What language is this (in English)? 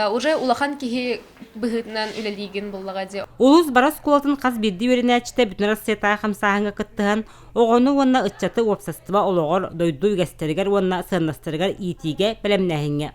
Yakut